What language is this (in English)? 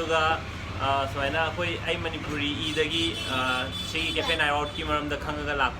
Manipuri